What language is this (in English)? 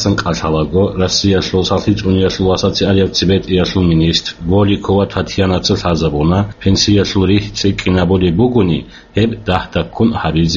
Avaric